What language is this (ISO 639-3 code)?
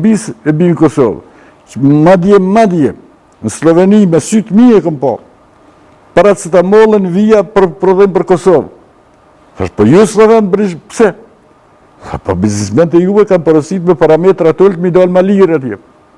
sqi